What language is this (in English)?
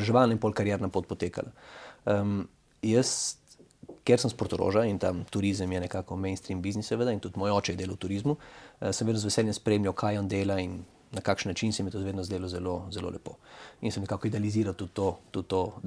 Slovenian